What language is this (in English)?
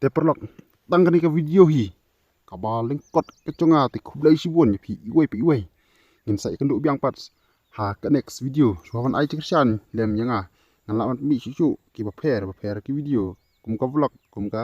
Khasi